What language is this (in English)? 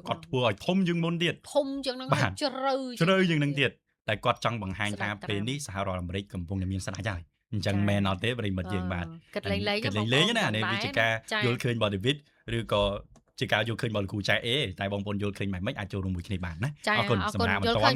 Khmer